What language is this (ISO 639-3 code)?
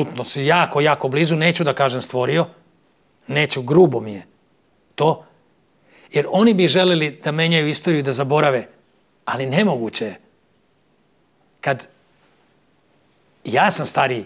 srp